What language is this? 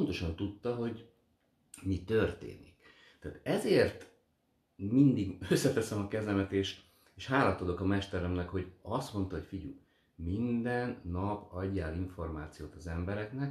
Hungarian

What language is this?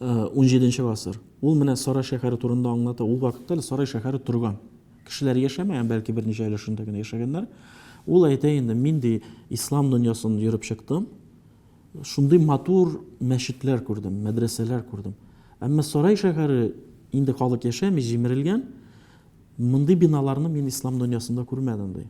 Tatar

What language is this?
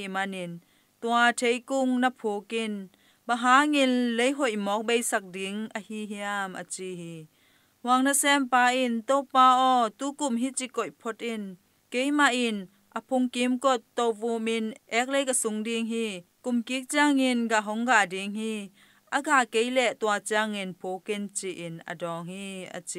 Tedim Chin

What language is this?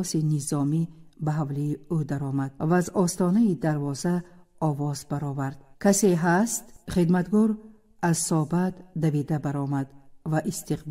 Tajik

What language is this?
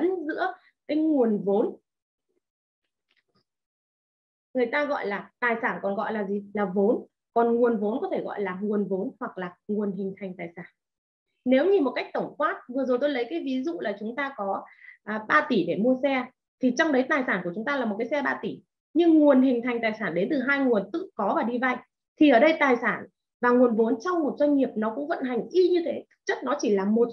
Vietnamese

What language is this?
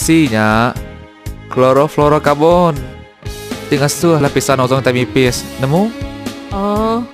Iban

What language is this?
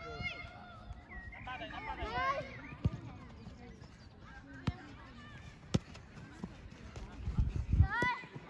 Slovak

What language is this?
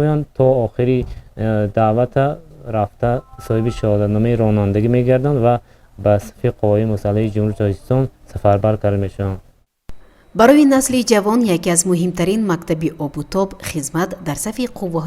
Tajik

